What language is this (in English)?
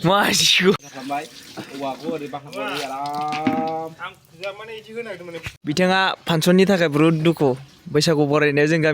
Bodo